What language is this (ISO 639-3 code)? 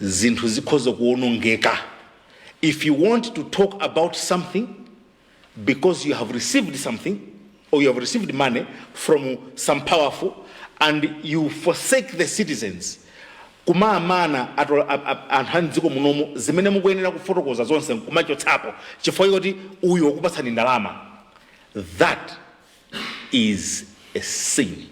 nya